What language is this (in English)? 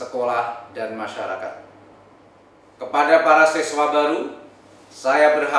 Indonesian